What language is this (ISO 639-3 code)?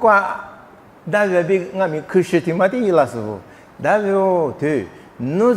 lis